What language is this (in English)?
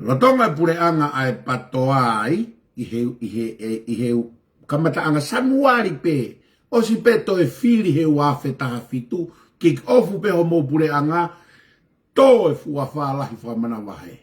Tongan